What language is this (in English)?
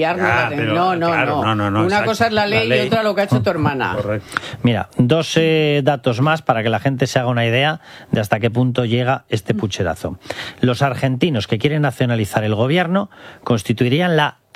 Spanish